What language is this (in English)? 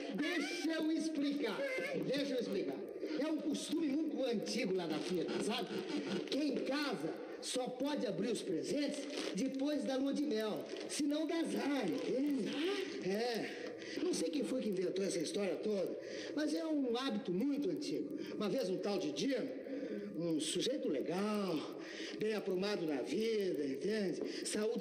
Portuguese